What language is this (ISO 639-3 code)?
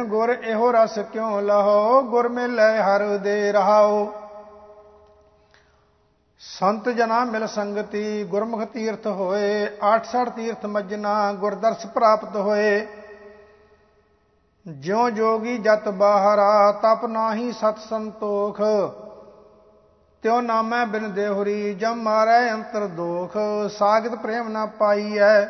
pan